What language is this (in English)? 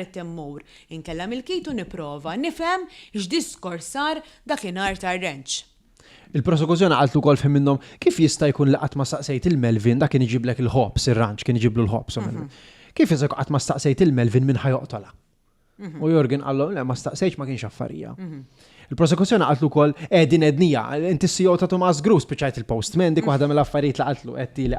Maltese